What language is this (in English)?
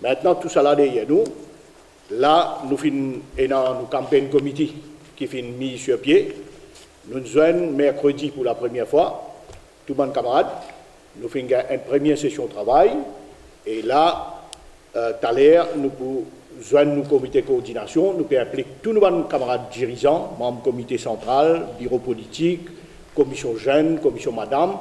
Morisyen